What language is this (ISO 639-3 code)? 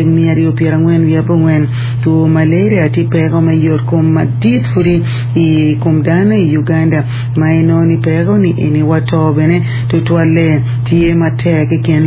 ach